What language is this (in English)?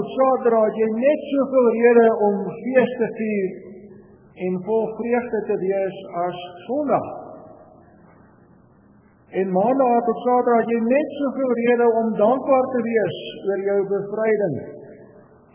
Afrikaans